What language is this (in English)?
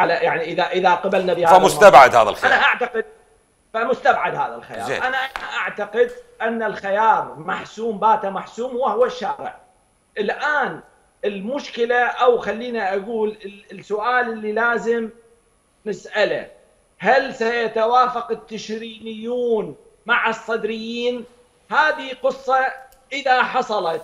Mesopotamian Arabic